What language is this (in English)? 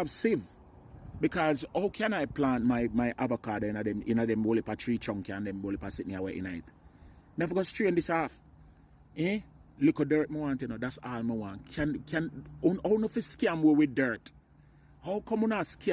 Jamaican Creole English